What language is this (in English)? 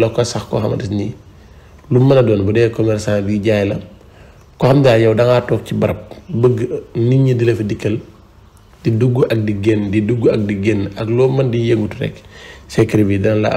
Wolof